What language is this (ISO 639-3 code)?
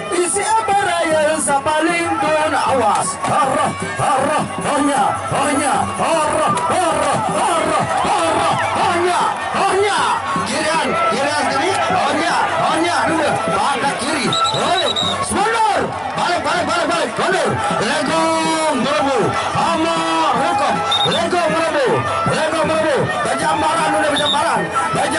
sas